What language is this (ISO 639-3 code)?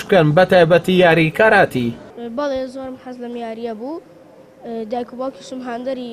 ckb